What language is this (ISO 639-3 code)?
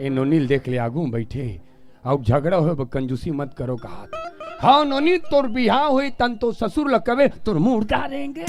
hne